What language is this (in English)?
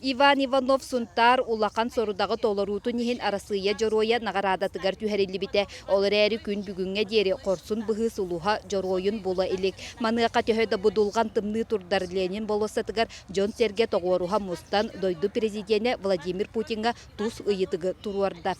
Yakut